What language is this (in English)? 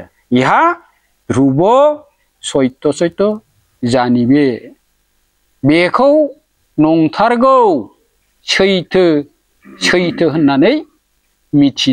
Bodo